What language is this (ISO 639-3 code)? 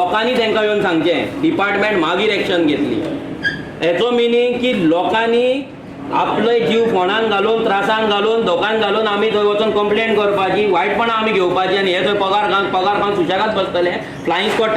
kok